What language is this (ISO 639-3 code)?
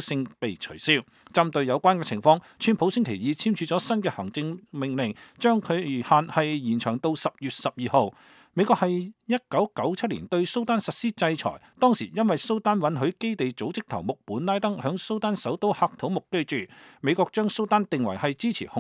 yue